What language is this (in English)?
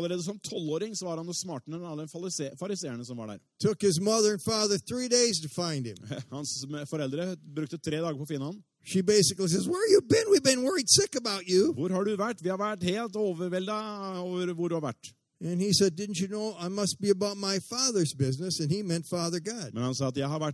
Norwegian